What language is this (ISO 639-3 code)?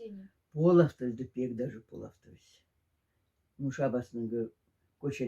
mdf